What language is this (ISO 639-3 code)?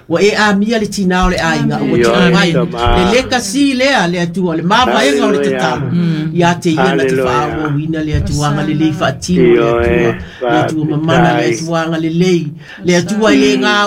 smo